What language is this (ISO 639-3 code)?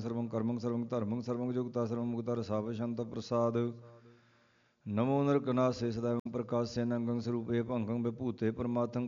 pan